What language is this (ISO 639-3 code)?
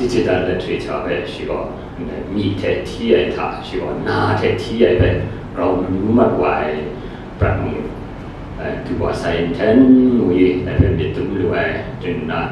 kac